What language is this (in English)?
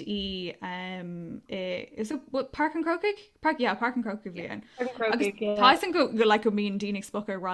Irish